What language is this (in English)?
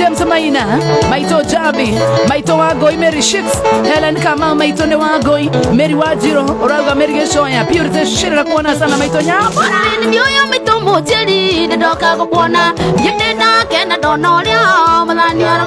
Kikuyu